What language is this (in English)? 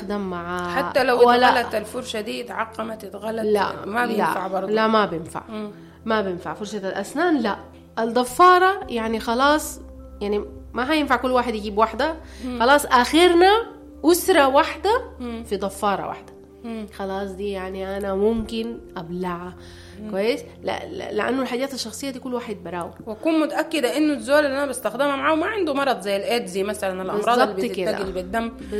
Sudanese Arabic